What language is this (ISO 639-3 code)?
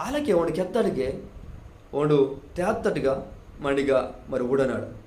kff